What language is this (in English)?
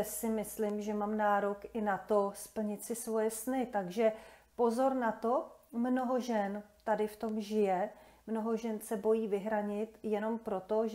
Czech